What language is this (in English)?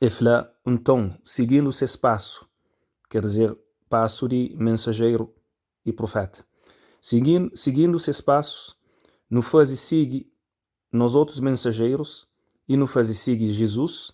Kabuverdianu